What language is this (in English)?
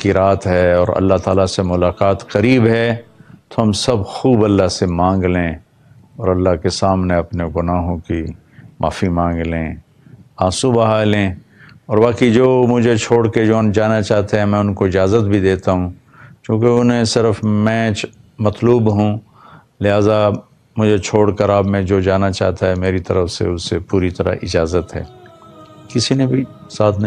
Urdu